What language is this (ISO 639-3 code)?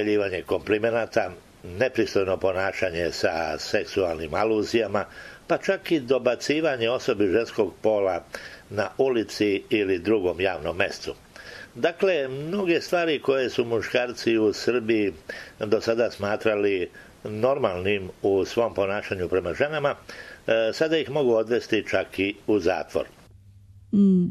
srp